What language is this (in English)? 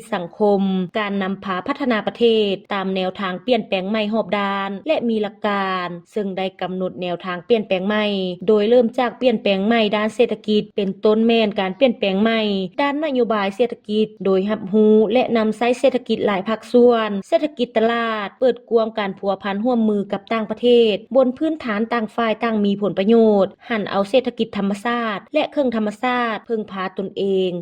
Lao